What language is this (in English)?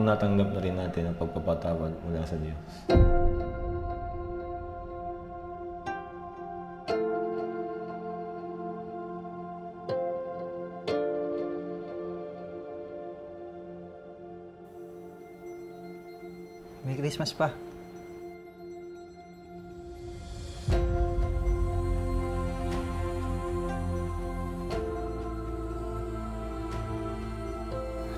Filipino